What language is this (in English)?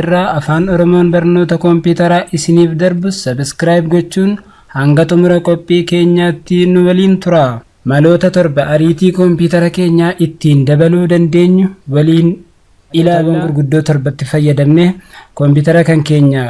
Oromo